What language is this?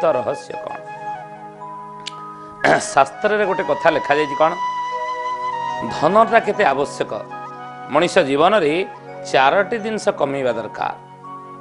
Odia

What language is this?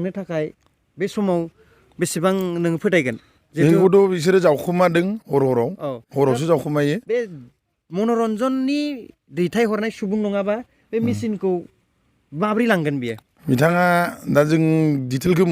Bodo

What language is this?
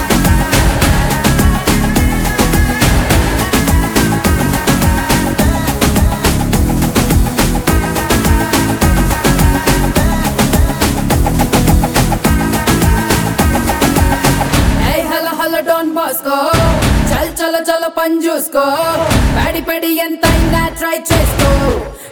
Telugu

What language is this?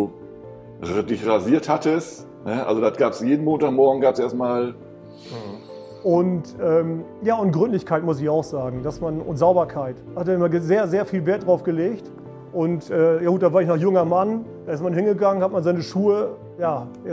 German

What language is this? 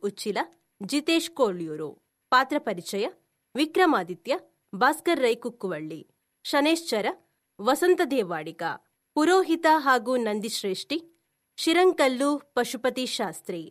Tulu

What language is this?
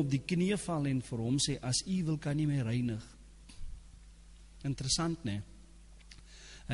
Afrikaans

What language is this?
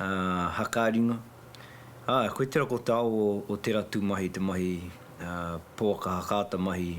Māori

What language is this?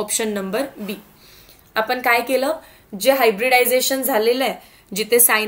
Marathi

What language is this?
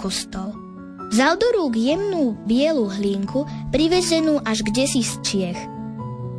Slovak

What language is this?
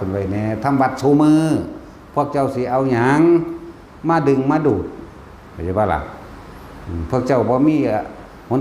Northeastern Thai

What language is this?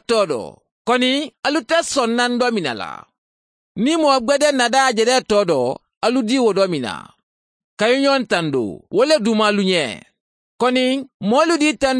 Mandingo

